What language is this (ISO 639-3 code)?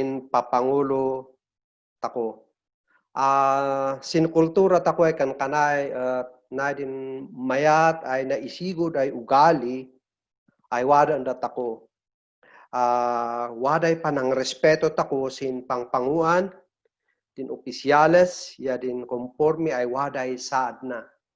kne